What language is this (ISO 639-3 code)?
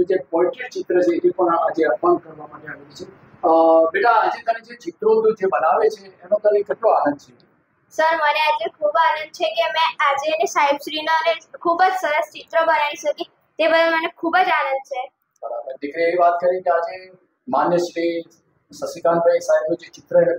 guj